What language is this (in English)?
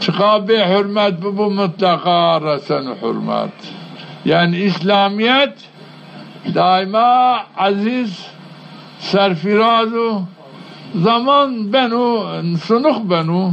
Zaza